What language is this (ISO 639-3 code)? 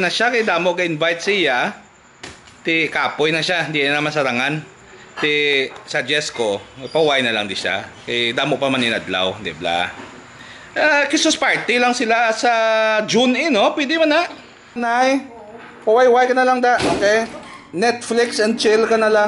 hil